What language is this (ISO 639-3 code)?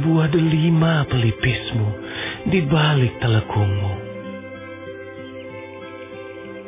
ind